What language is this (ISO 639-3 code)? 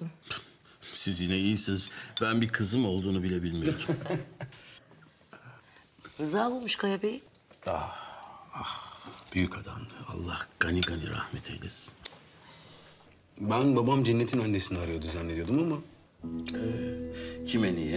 tur